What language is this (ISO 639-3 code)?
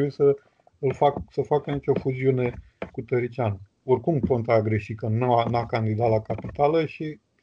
ron